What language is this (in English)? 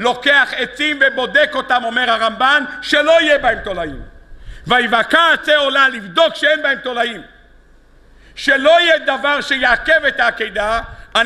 Hebrew